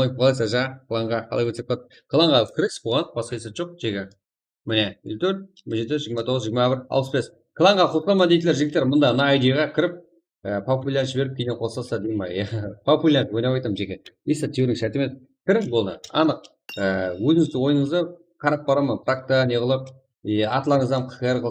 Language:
Kara-Kalpak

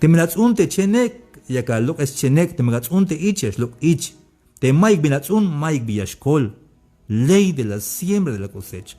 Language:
Tzeltal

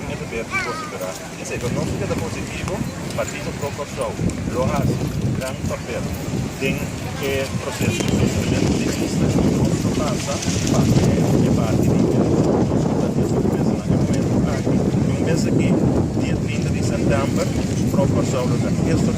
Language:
Papiamento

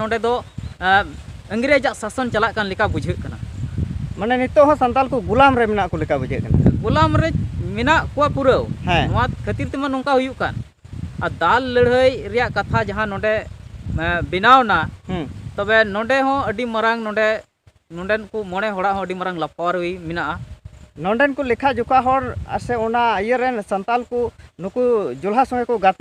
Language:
Santali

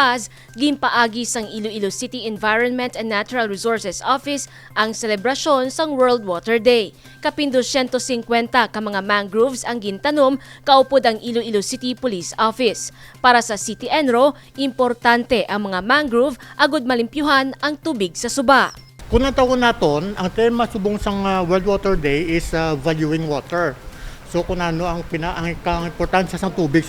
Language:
Hiligaynon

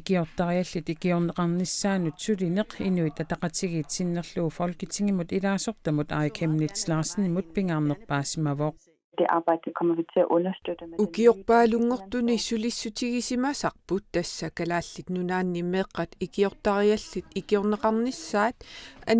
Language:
Kalaallisut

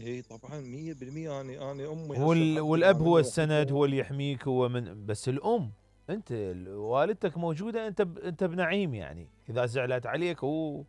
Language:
Mesopotamian Arabic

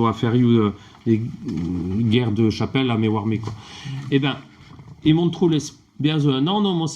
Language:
Breton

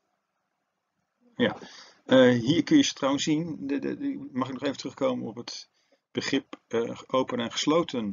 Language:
Dutch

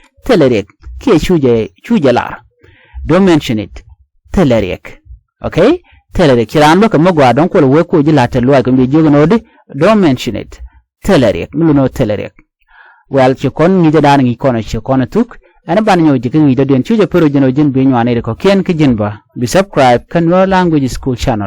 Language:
Nuer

